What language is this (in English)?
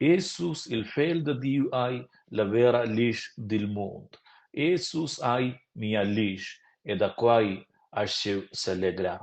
Romansh